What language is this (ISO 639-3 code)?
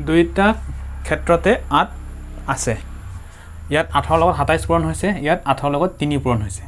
asm